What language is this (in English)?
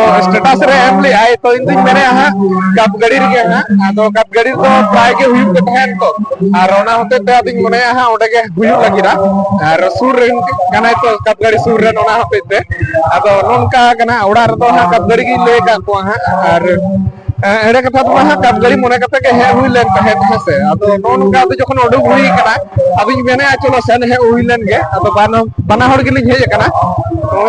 Santali